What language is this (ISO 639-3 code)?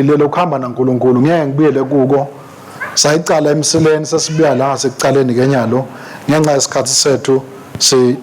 ssw